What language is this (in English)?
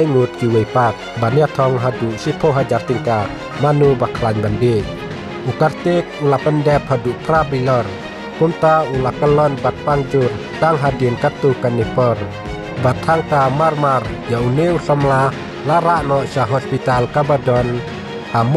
Khasi